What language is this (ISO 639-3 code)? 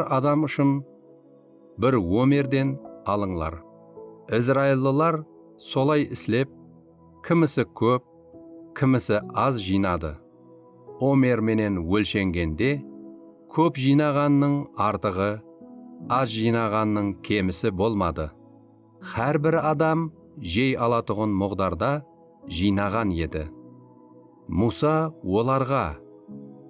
kaa